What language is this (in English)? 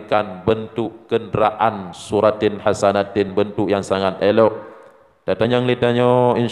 Achinese